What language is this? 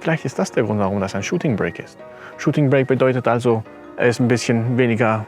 Swiss German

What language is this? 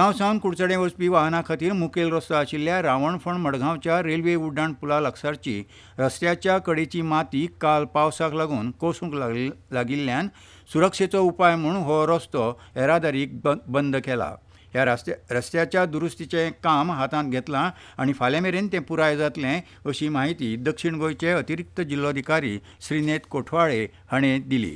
Konkani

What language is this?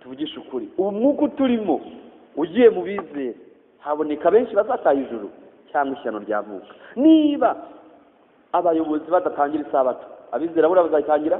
Kinyarwanda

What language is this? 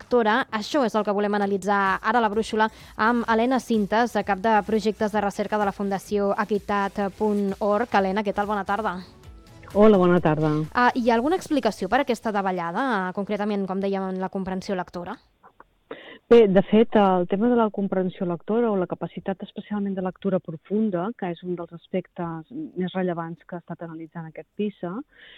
Catalan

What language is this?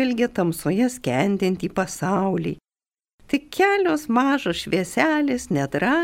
Lithuanian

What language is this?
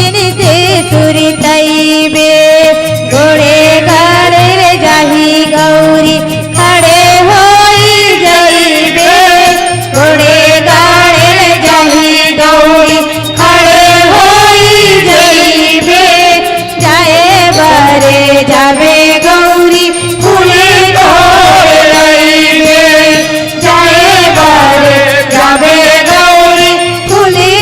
Chhattisgarhi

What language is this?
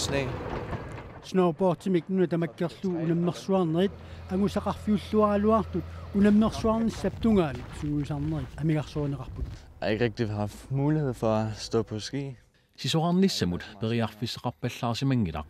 Kalaallisut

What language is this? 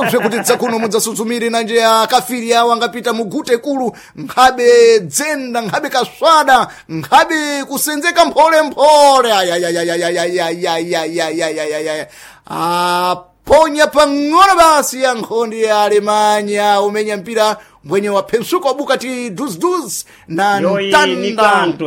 Sena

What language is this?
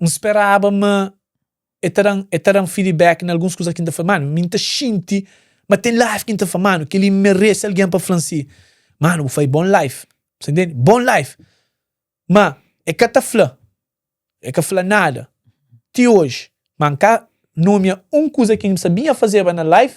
Kabuverdianu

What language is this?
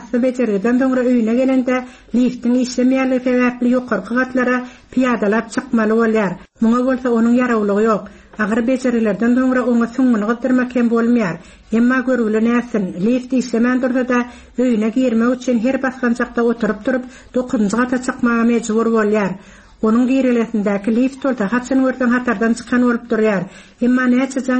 Turkmen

